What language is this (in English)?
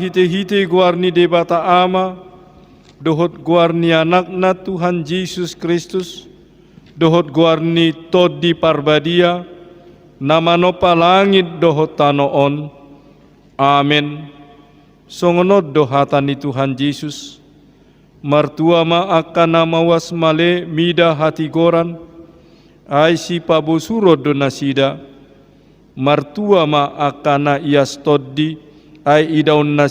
Batak Toba